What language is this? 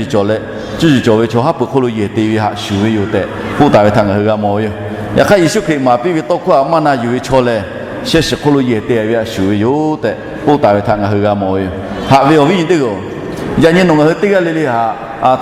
Lahu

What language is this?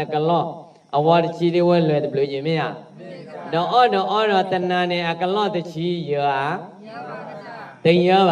S'gaw Karen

